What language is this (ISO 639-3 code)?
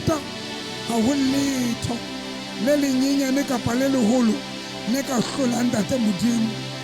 sot